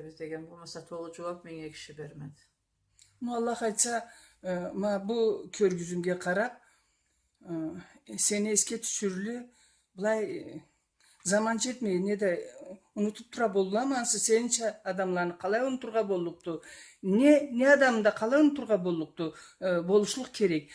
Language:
Karachay-Balkar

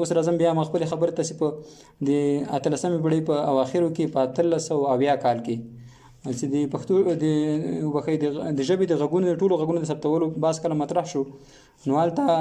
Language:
Pashto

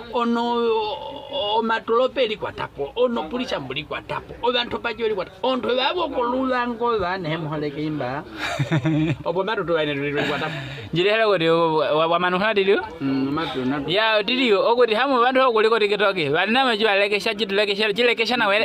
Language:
Nyaneka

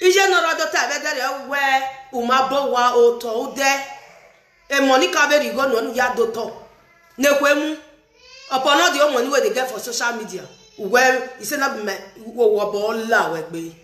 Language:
Nigerian Pidgin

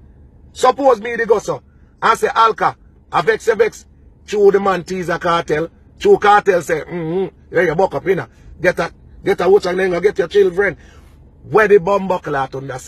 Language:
Jamaican Creole English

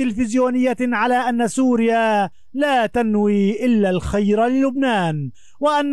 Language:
Arabic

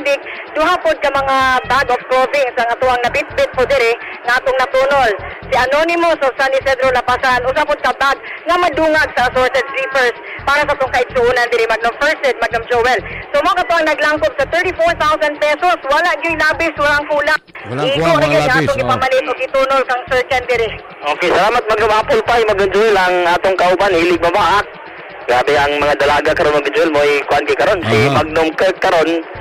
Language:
Cebuano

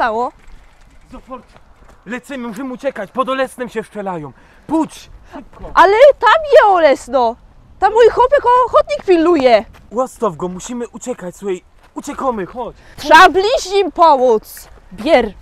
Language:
Silesian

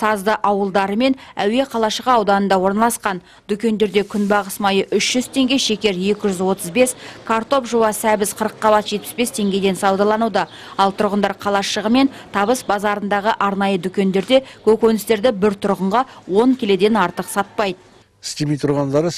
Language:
Kazakh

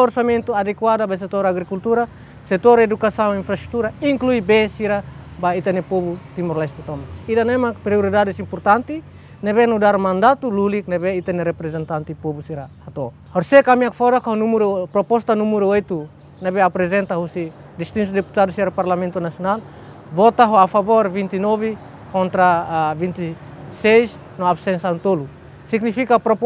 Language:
Tetum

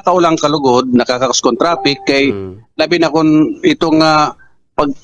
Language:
Waray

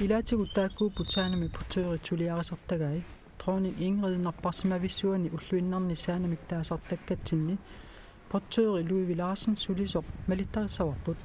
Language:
Kalaallisut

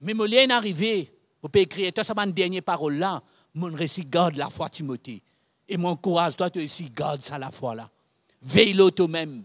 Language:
Morisyen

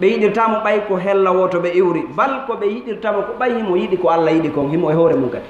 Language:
Fula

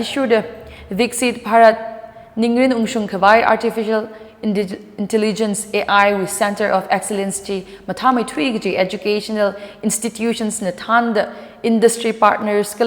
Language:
Tangkhul Naga (India)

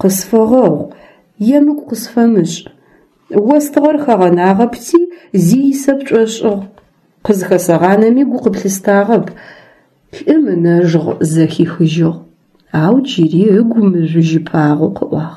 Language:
Adyghe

